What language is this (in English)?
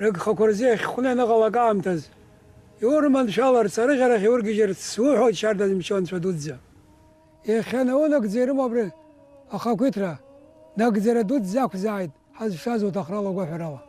Abkhazian